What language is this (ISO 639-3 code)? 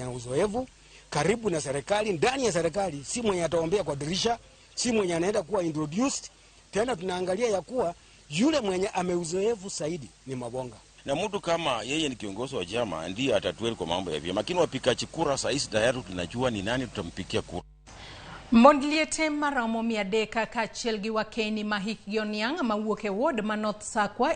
luo